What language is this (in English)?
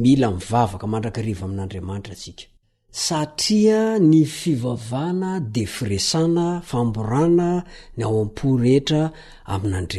Malagasy